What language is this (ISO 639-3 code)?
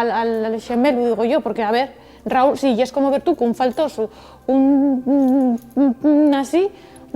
ast